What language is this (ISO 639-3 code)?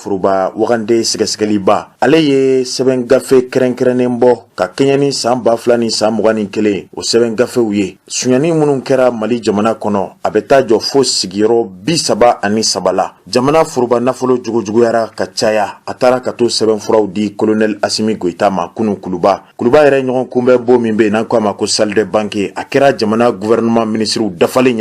bam